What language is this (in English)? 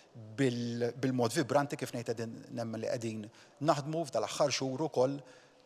Maltese